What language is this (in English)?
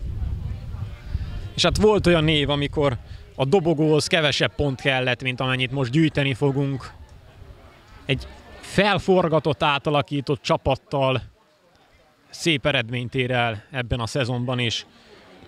Hungarian